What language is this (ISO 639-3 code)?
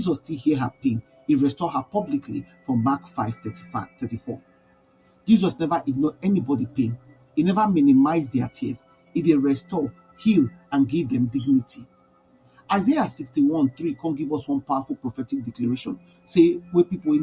pcm